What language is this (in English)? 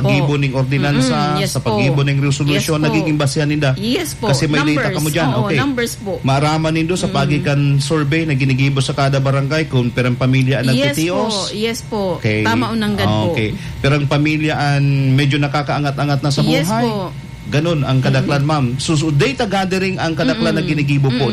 Bikol